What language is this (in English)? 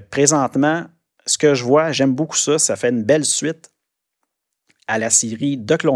French